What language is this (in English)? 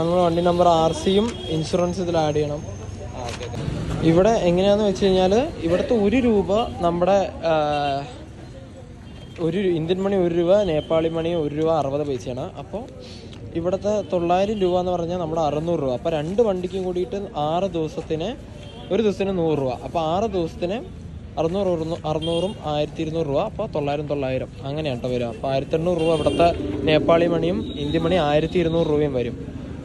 Malayalam